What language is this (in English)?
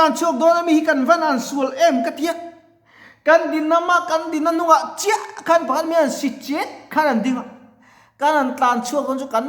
Mizo